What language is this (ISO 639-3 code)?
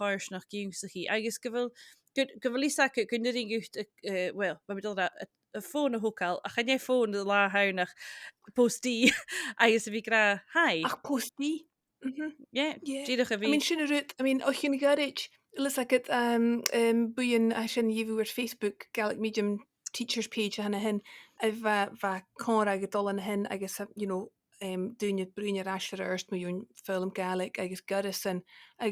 gla